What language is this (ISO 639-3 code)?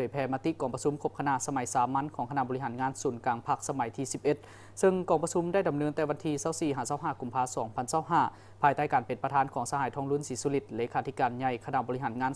lao